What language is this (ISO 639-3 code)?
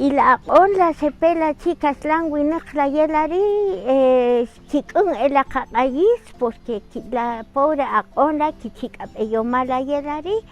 cak